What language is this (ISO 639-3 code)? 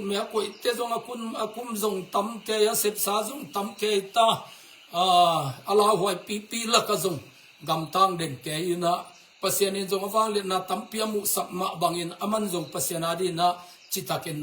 ctd